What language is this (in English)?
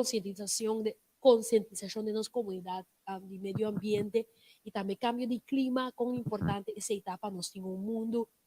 Papiamento